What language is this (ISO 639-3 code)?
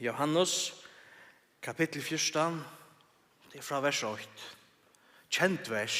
fao